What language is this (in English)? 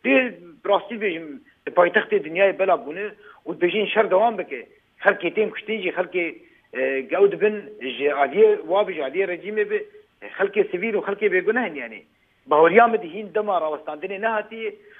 Kurdish